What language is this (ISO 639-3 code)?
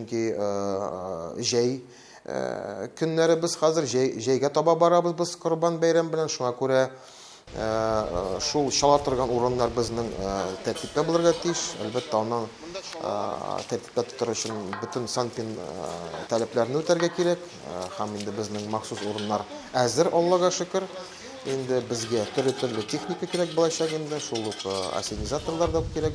tat